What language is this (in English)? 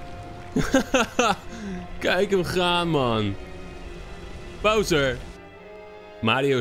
Dutch